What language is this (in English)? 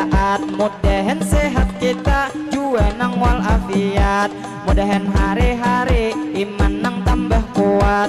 Banjar